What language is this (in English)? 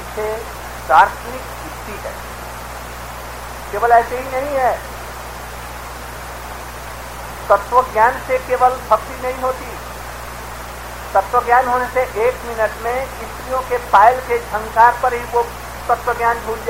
Hindi